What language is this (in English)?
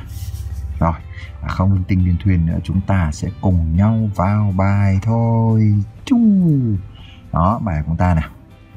Vietnamese